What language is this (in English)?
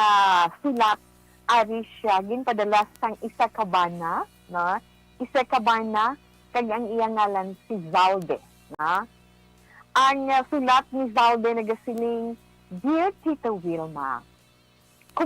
Hiligaynon